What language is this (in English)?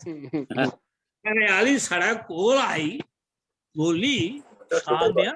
Dogri